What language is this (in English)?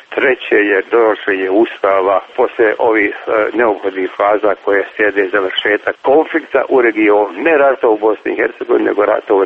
Bosnian